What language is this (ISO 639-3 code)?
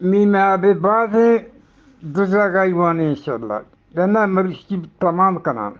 bgp